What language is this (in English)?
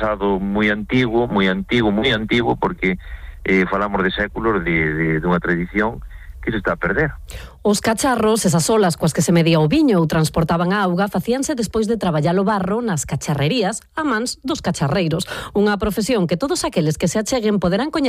Galician